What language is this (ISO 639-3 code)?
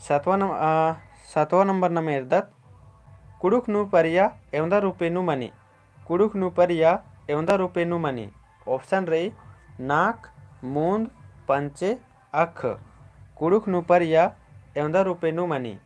kru